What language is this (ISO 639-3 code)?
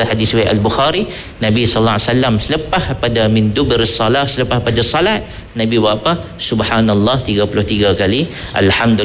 msa